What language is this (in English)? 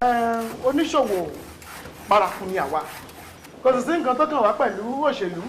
Yoruba